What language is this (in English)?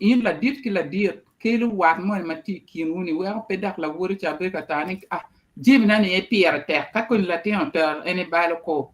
Acoli